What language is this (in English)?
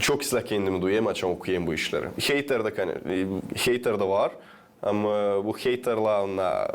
Gagauz